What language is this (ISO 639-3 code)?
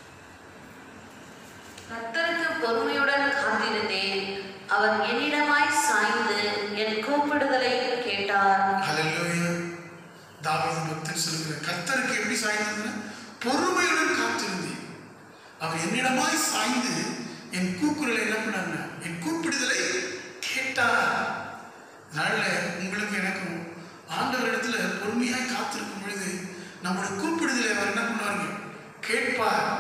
tam